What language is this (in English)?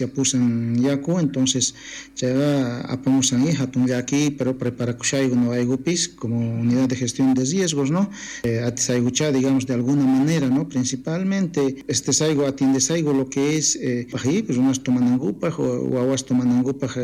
South Bolivian Quechua